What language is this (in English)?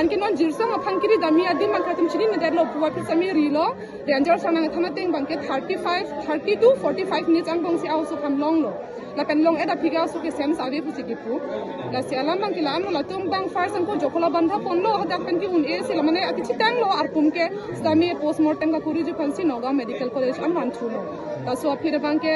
Karbi